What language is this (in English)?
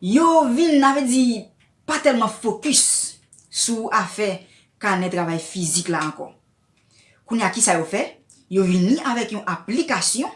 Haitian Creole